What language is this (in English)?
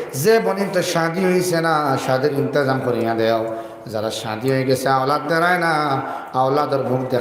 Sylheti